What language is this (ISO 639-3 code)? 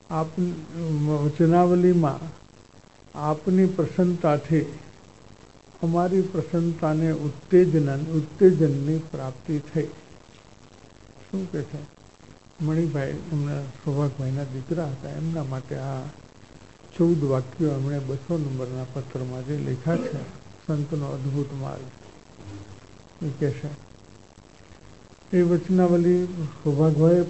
guj